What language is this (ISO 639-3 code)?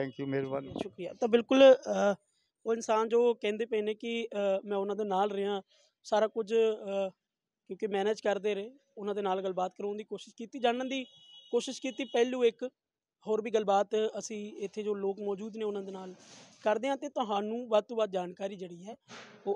pan